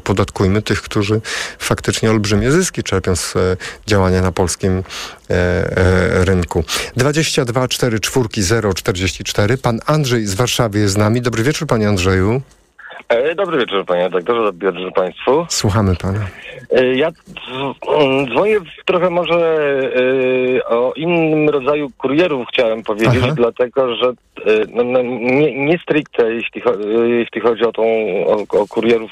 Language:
Polish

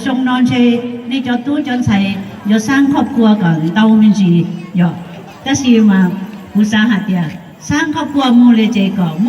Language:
Hmong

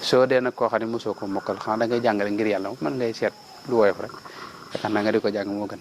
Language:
Wolof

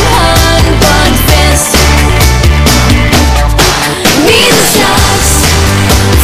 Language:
Danish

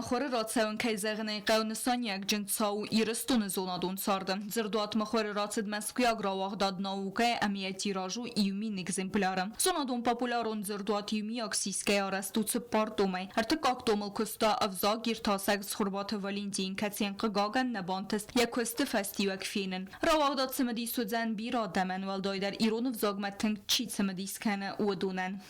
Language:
Ossetic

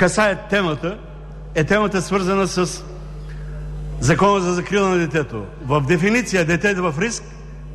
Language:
Bulgarian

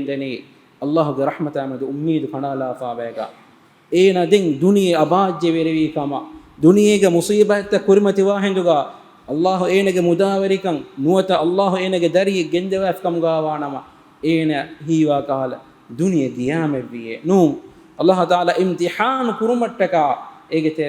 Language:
Divehi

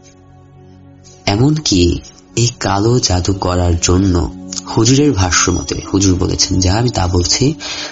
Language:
Bangla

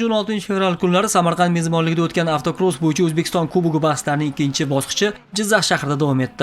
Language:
Uzbek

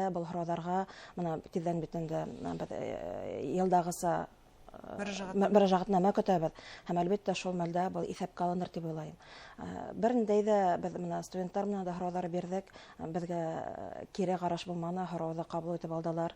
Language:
Bashkir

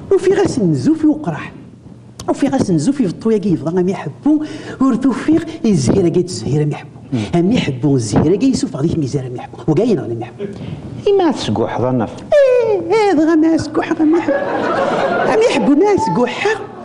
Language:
Kabyle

